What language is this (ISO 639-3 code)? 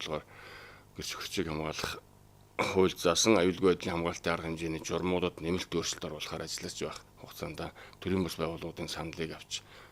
mon